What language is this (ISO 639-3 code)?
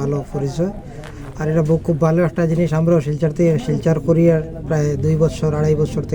syl